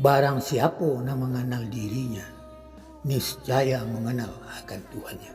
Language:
Minangkabau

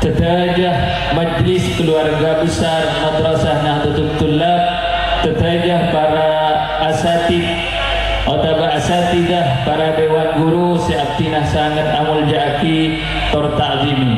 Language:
Madurese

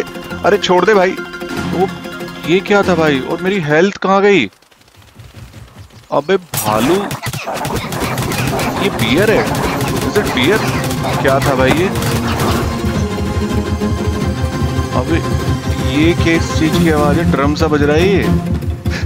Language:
Hindi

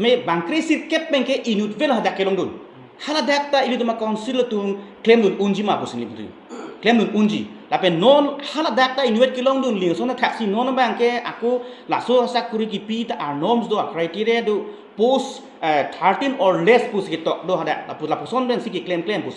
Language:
Karbi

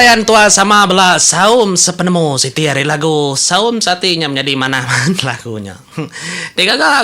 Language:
Iban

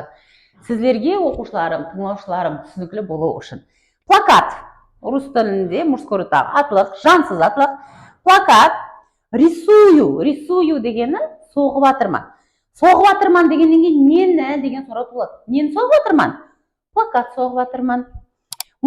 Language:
Kara-Kalpak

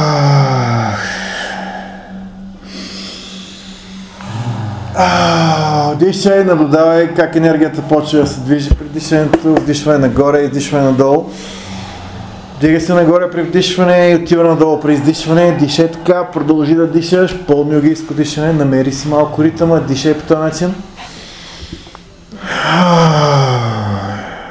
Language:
Bulgarian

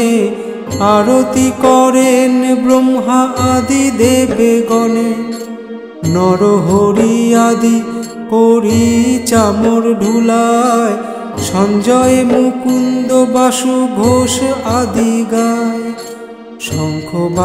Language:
Bangla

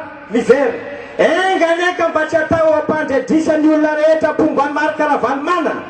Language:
Malagasy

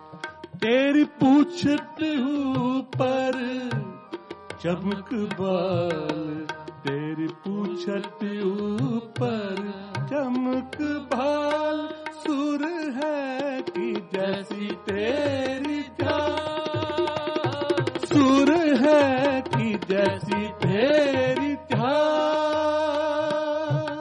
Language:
Hindi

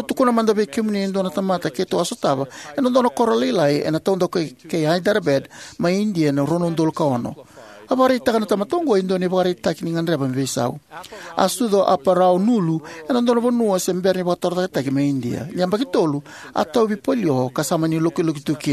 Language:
Fijian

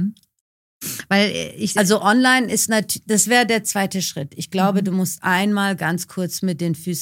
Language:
German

